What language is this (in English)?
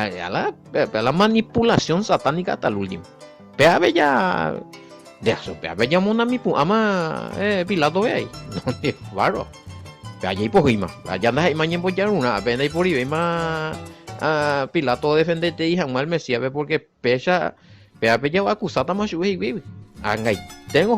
Guarani